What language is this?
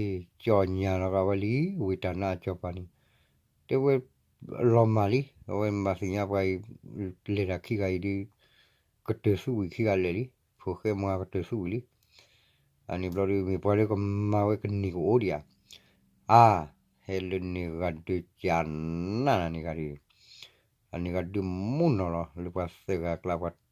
S'gaw Karen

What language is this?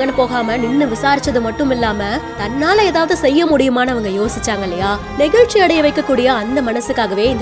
Tamil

